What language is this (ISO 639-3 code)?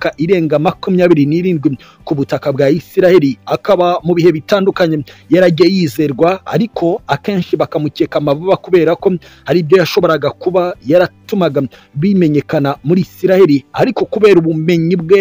kin